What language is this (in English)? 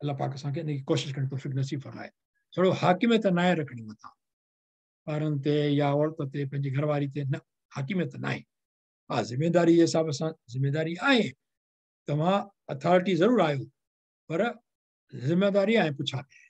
Sindhi